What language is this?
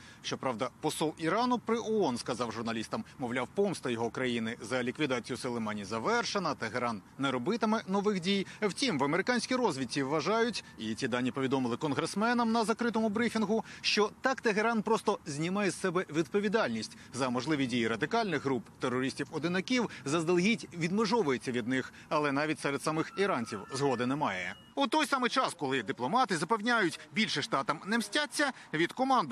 Ukrainian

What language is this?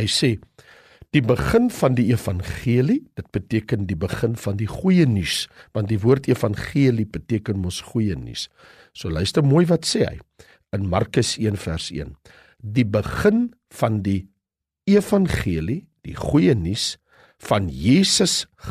Afrikaans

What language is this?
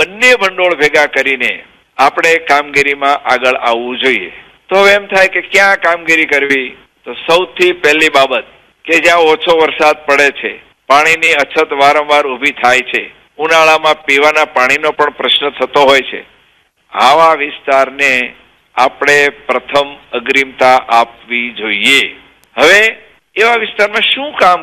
Gujarati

